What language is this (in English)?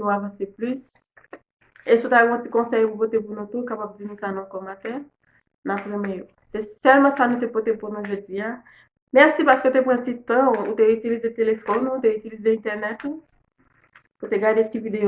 Haitian Creole